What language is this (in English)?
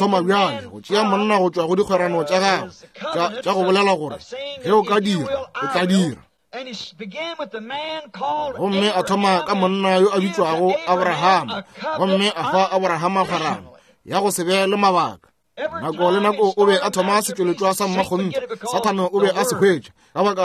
Northern Sotho